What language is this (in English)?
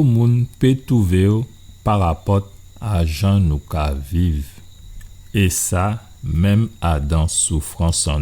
Guadeloupean Creole French